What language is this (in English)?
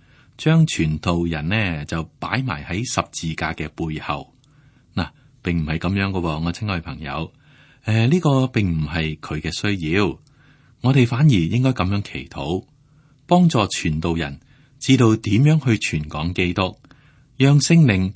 Cantonese